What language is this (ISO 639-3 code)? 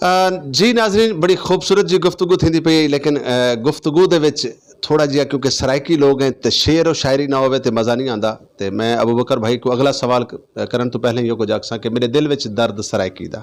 skr